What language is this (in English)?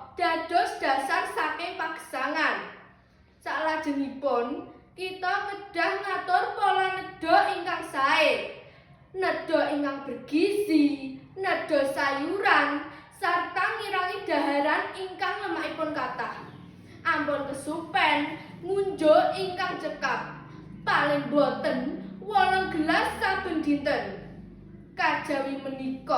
Javanese